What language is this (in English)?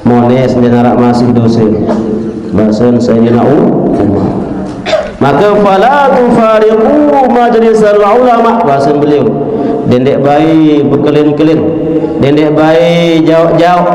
Sasak